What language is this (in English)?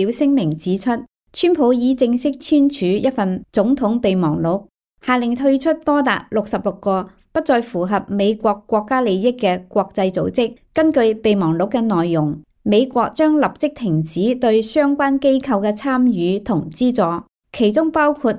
Cantonese